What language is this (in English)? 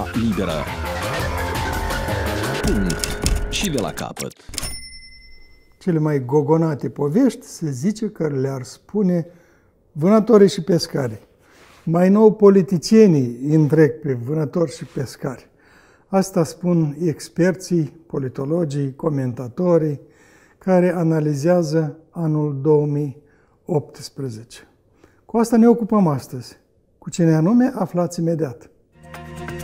Romanian